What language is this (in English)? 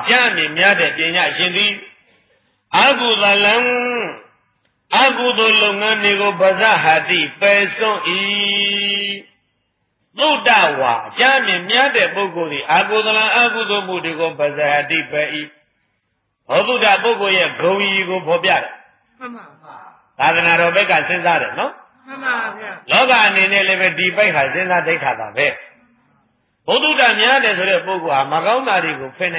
Burmese